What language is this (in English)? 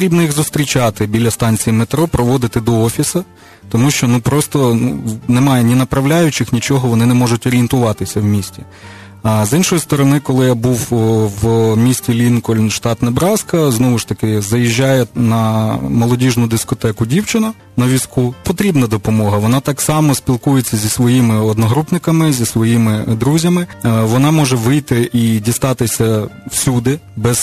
Ukrainian